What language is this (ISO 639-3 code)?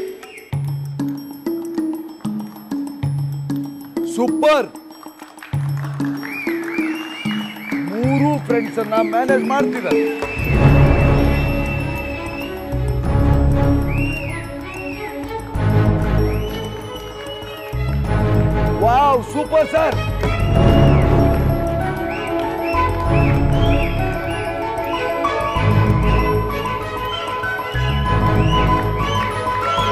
kan